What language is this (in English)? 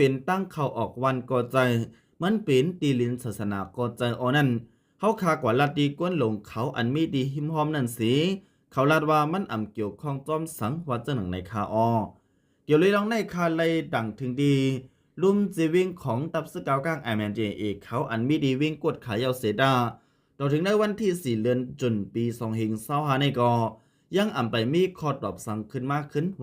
Shan